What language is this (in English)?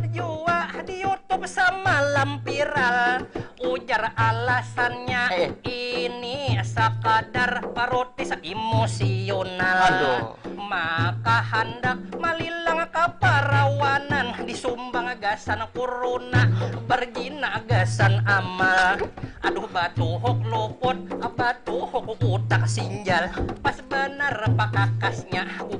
Banjar